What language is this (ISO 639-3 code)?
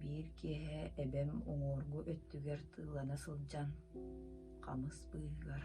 sah